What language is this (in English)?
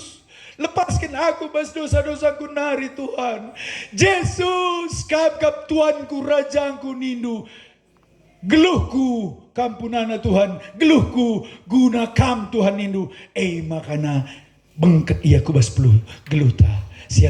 Batak Karo